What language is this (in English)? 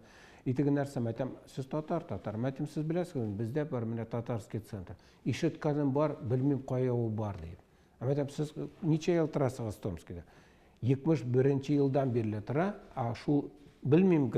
Tatar